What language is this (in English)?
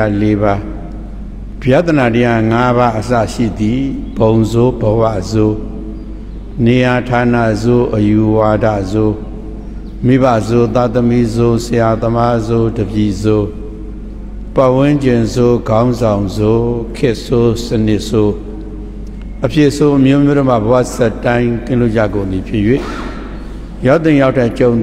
Burmese